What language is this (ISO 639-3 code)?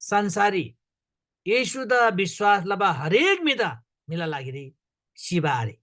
taj